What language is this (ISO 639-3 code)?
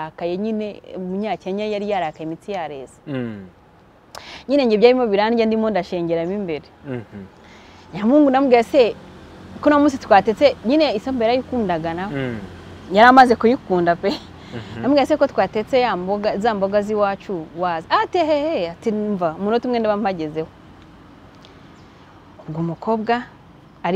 kin